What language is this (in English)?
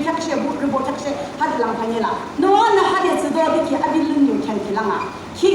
Yimchungru Naga